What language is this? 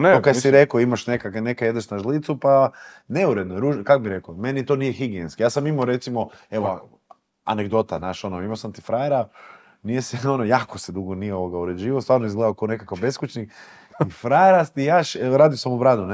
Croatian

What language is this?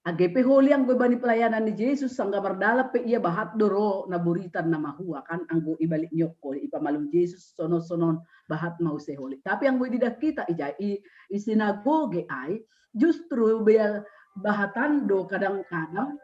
Batak Simalungun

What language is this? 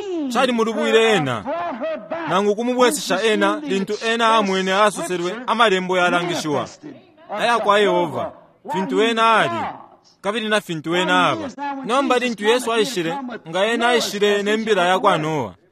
Bemba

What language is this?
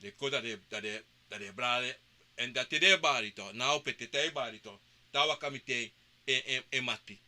Sranan Tongo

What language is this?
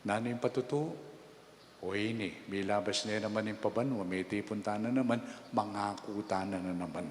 Pampanga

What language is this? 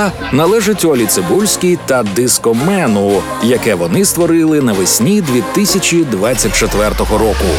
Ukrainian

